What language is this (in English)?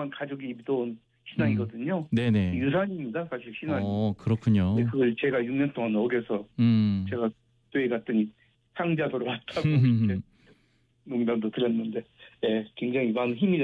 Korean